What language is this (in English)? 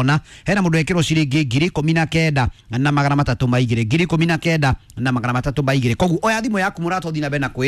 Kikuyu